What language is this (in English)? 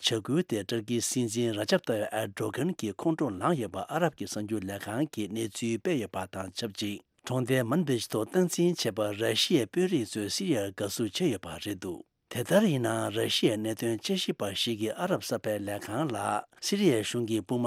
Tibetan